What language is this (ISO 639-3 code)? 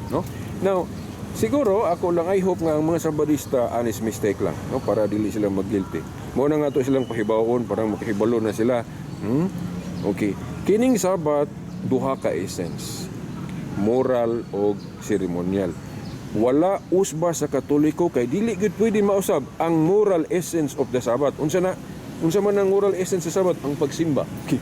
ceb